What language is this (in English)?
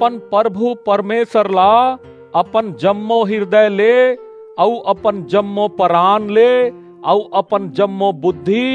Chhattisgarhi